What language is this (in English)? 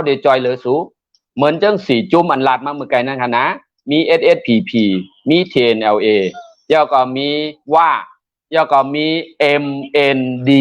Shan